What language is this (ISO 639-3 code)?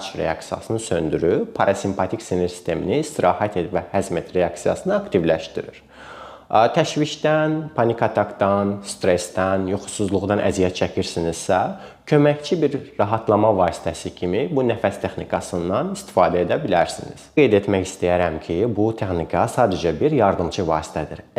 aze